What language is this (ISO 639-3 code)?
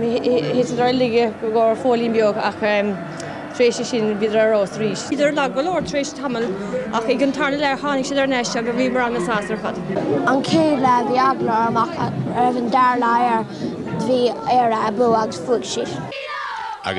gle